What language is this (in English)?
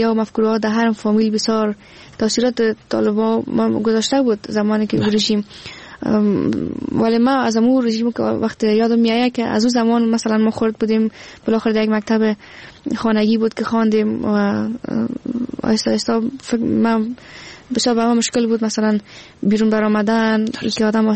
Persian